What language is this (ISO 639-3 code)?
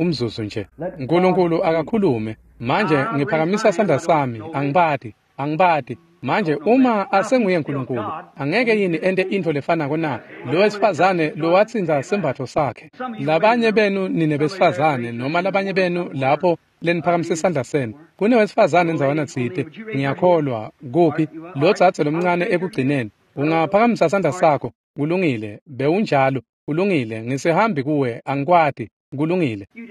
ssw